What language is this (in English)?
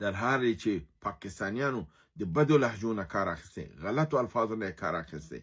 Pashto